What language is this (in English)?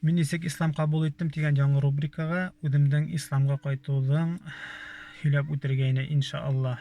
Bashkir